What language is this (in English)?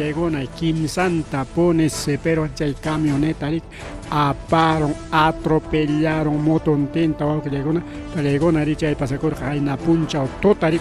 Ayacucho Quechua